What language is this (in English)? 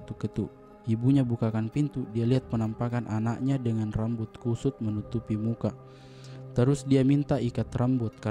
Makassar Malay